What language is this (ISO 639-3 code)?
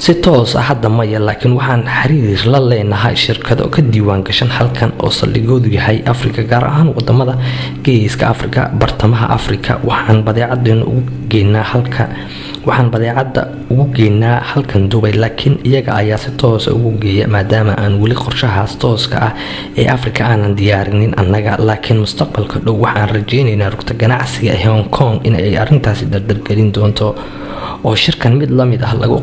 som